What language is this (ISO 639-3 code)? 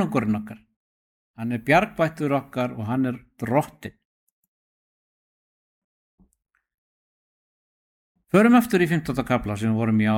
isl